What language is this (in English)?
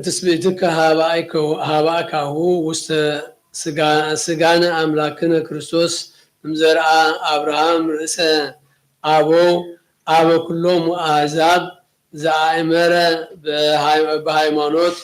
Geez